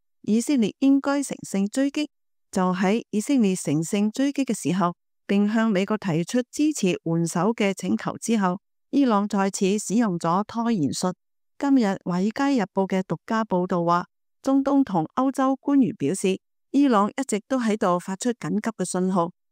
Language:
Cantonese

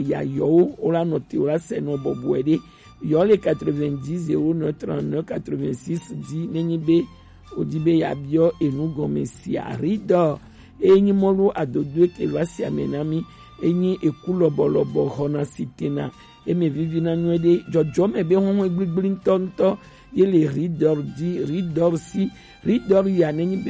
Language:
Gen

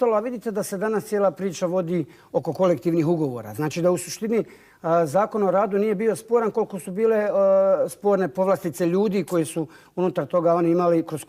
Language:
Bosnian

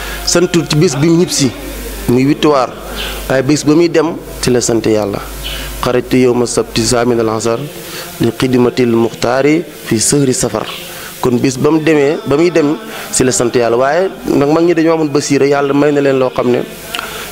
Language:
Wolof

